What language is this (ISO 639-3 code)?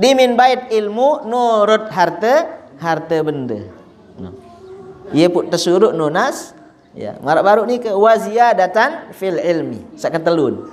sas